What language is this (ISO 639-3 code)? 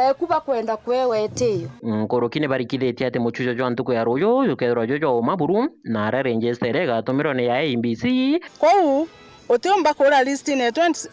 mer